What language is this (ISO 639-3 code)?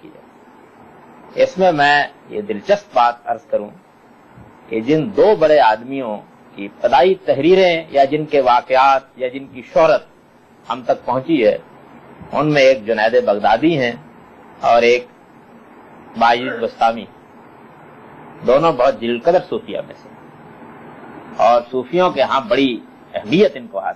urd